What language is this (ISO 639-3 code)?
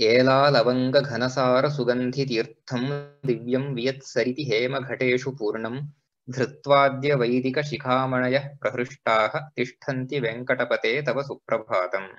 san